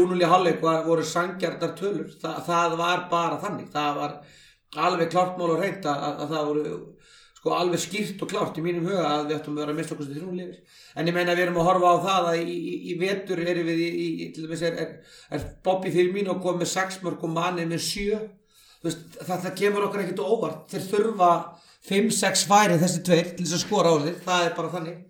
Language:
Icelandic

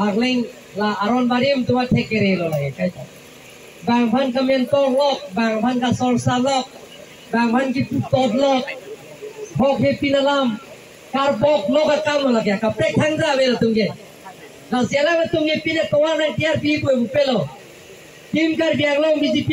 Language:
Karbi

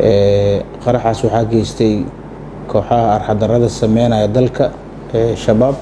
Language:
Somali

